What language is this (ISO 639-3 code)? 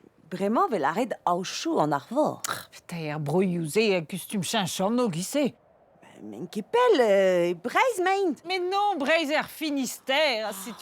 bre